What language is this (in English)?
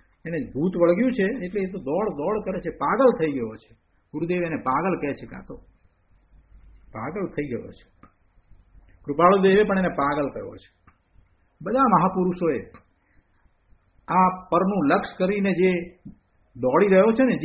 Gujarati